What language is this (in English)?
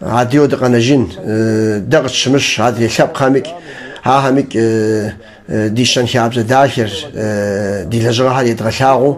Kabardian